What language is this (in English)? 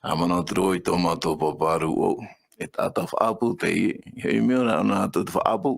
Tahitian